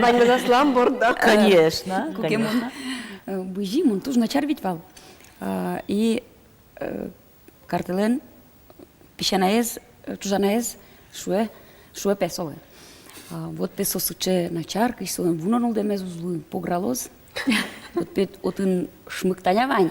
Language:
Udmurt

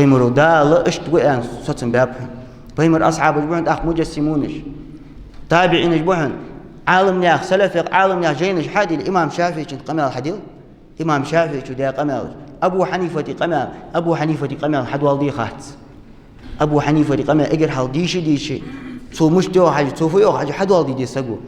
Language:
Ingush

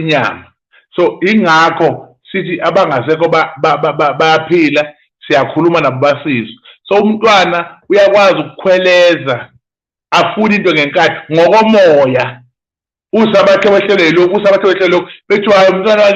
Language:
Zulu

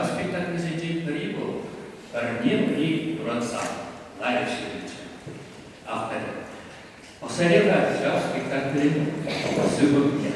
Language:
Chuvash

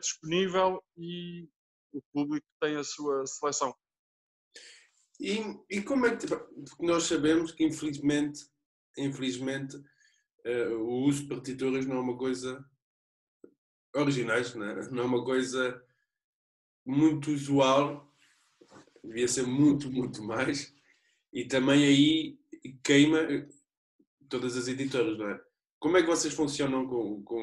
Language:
Portuguese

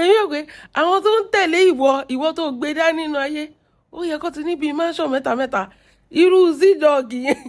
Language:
Yoruba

